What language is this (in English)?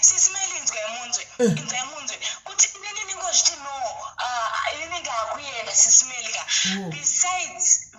Shona